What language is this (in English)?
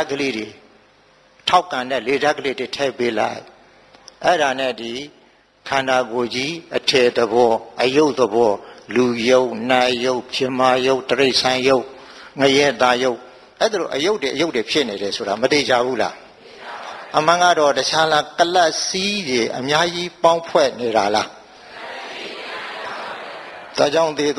Burmese